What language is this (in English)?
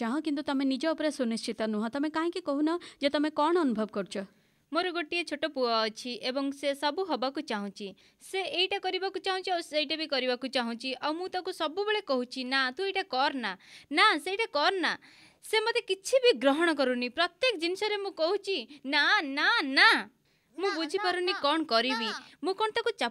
Odia